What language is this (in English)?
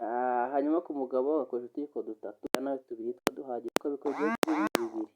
Kinyarwanda